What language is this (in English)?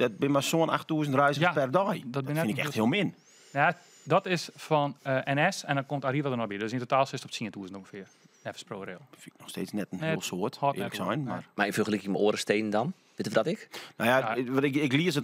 Western Frisian